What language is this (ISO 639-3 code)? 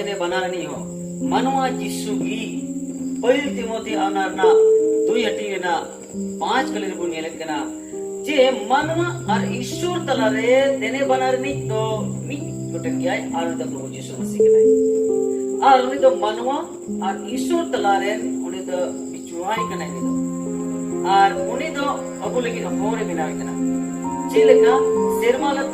sat